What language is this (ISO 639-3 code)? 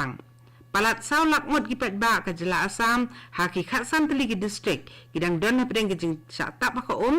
kha